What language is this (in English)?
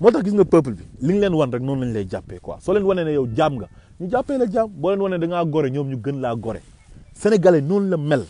Wolof